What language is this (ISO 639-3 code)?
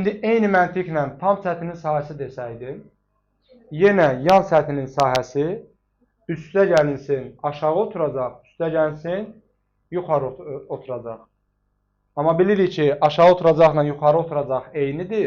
aze